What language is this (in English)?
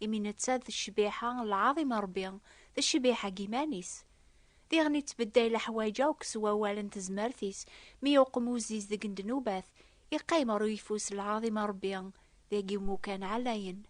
Kabyle